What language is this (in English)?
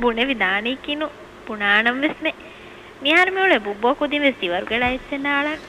Divehi